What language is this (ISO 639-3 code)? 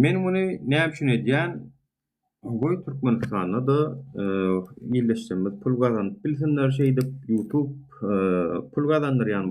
tuk